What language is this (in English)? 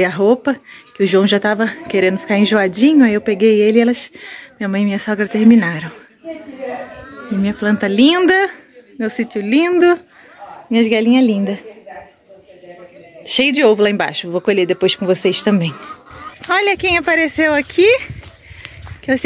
Portuguese